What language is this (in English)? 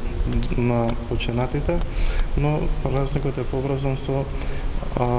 Macedonian